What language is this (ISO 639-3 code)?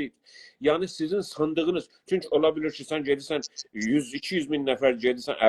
azb